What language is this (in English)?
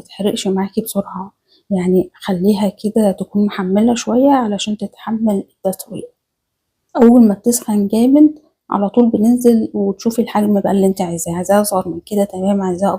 Egyptian Arabic